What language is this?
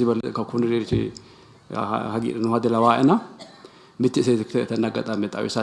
Sidamo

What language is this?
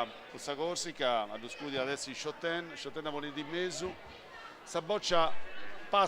Sardinian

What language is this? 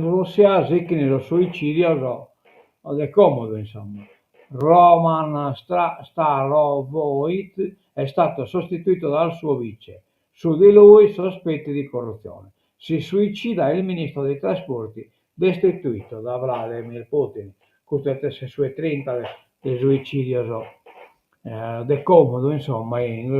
Sardinian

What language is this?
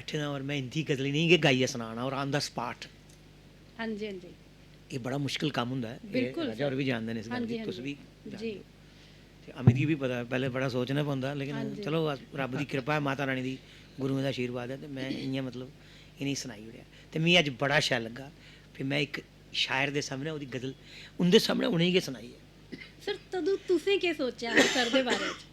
Dogri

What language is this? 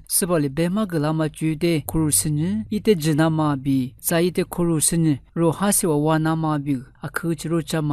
Lisu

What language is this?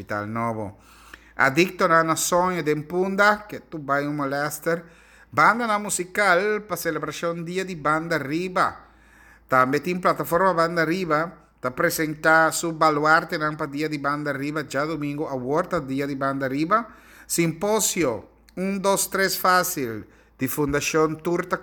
Papiamento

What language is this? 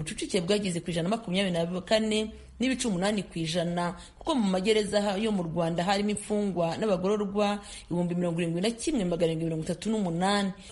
Kinyarwanda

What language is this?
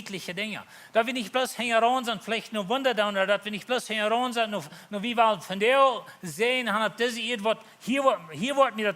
Plautdietsch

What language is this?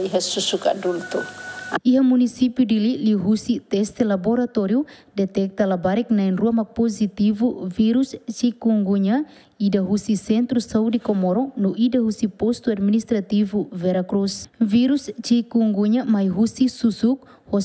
Tetum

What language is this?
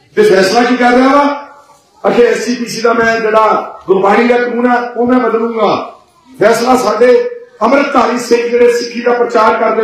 Punjabi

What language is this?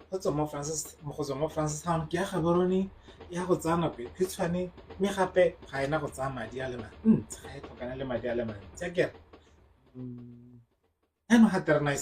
Tswana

